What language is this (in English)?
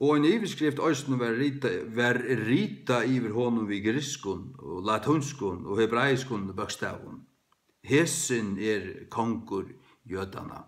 Faroese